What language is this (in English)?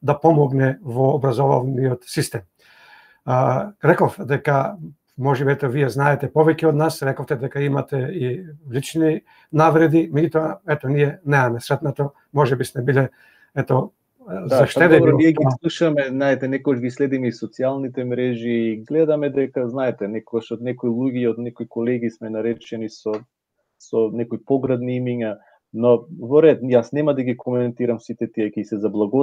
Macedonian